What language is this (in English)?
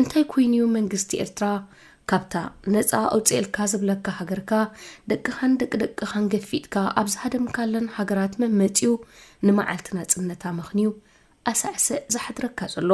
Tigrinya